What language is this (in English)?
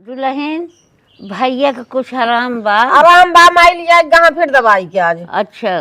Awadhi